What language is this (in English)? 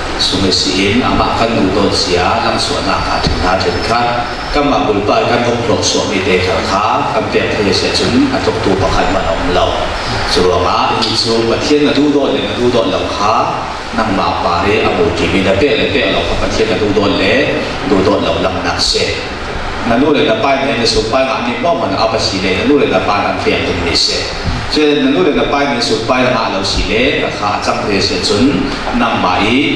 Falam Chin